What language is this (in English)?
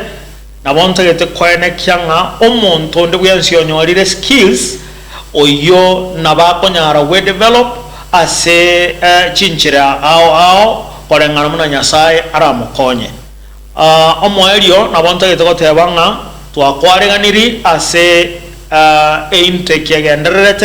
Gusii